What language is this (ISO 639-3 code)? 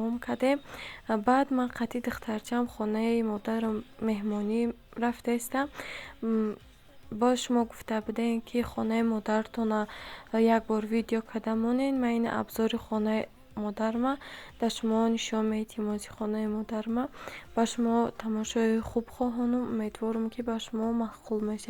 tgk